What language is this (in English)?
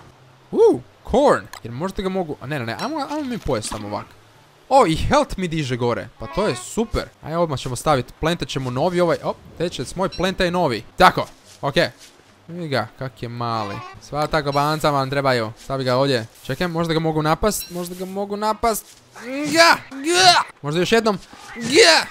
Croatian